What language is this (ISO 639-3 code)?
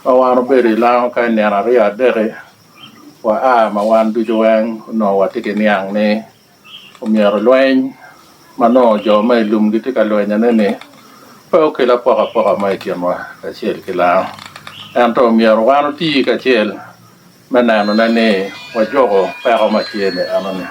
laj